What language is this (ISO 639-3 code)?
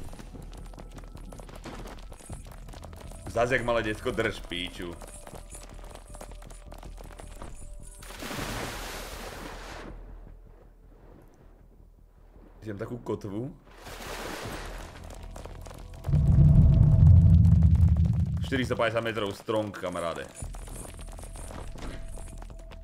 slk